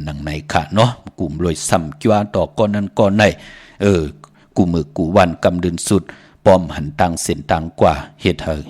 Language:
Shan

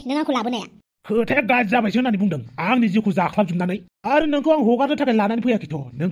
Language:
Bodo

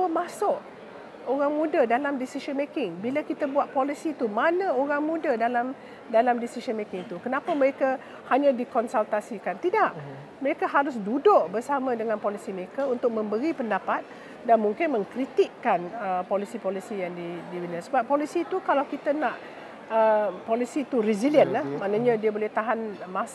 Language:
Malay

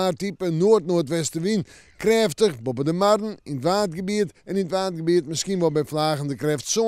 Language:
Western Frisian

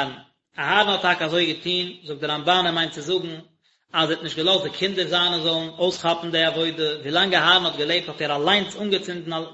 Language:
Yiddish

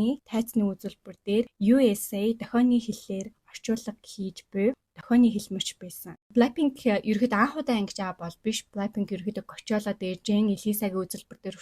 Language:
Mongolian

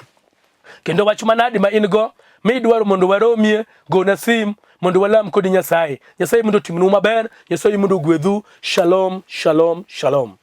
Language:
Luo (Kenya and Tanzania)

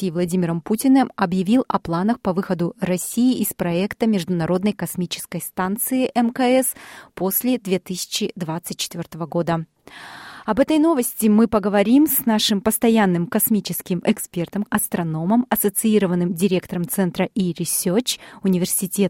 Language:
Russian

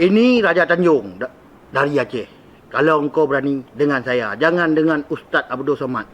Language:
Achinese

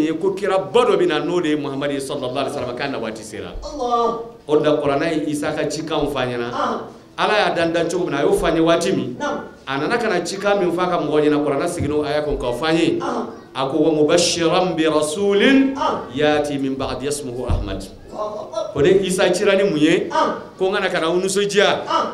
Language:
Bambara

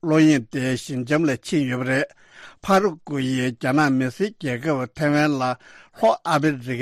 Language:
Tibetan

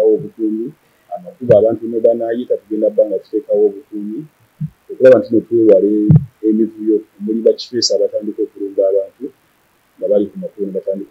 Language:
Nyankole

